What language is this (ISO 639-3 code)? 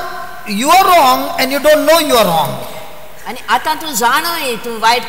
kok